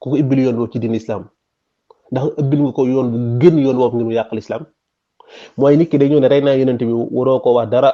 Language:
Wolof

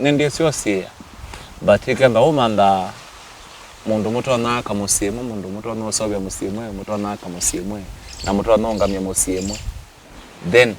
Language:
Kamba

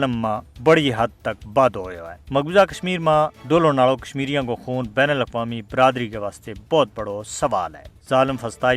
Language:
Gujari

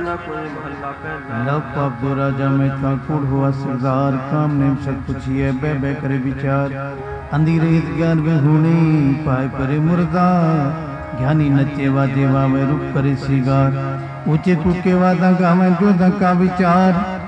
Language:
Punjabi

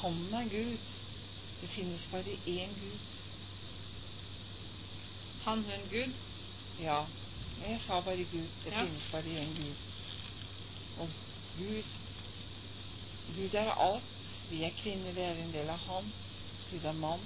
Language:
Norwegian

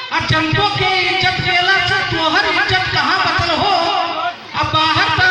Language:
Magahi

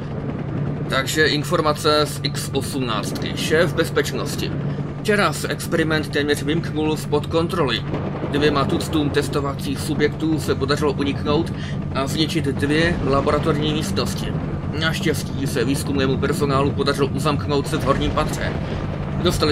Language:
Czech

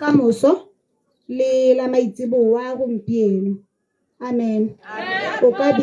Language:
Tswana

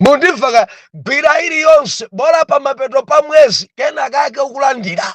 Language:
Nyanja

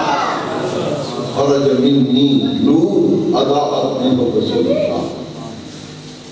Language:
Urdu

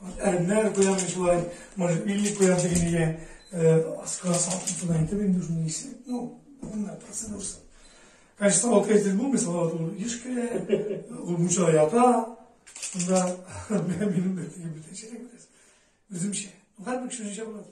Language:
Tatar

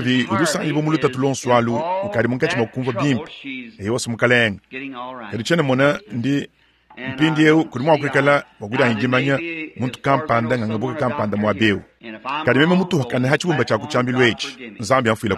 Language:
Luba-Lulua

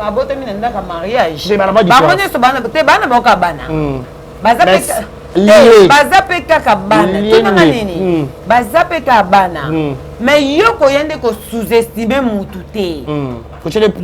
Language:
Lingala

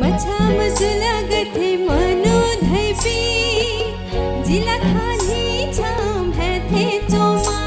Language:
Newari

